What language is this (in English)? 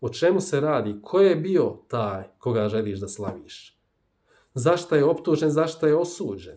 Bosnian